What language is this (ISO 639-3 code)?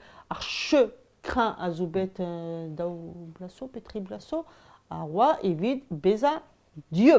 bre